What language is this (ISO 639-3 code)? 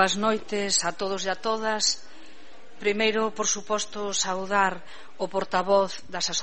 glg